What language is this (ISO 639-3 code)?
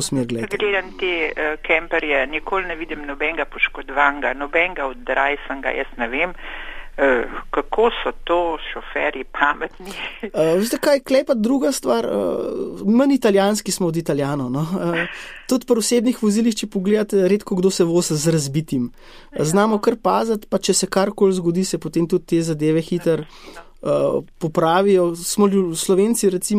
slv